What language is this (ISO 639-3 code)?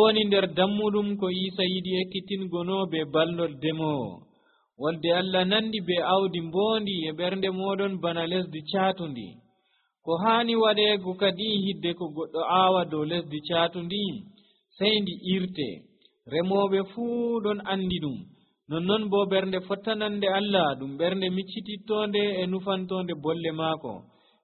fuv